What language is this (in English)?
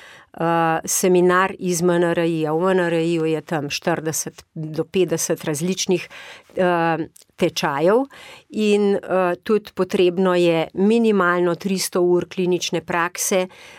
Slovenian